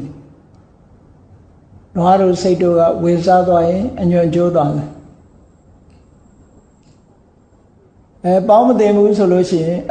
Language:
Burmese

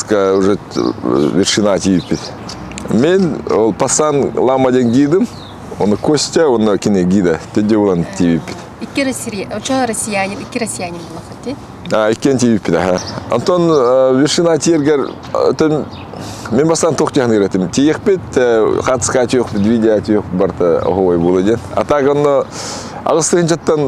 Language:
Yakut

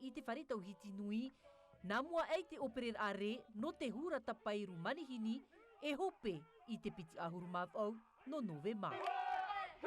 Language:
Tahitian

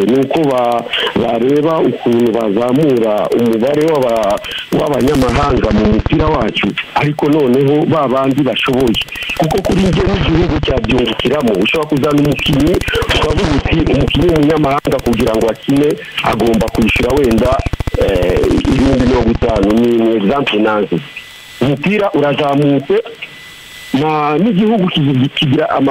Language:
Kinyarwanda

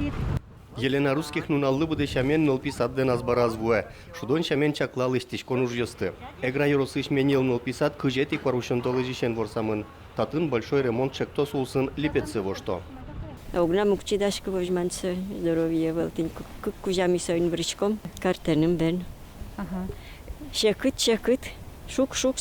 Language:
Udmurt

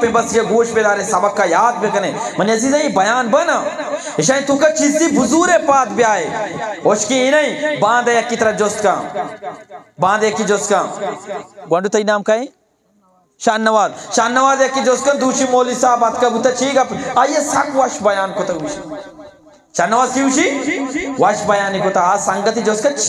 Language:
Eastern Balochi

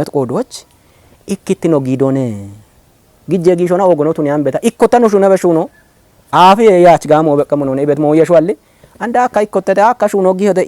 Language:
Kafa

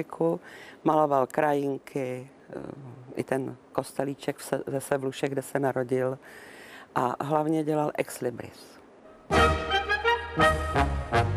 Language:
Czech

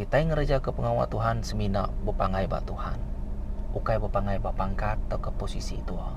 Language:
Iban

